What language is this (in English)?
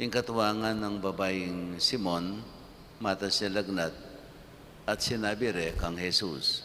Pampanga